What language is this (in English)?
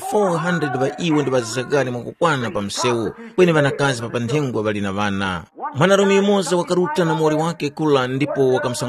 Tumbuka